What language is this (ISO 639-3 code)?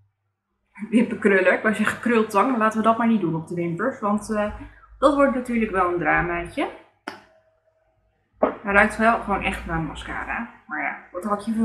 nld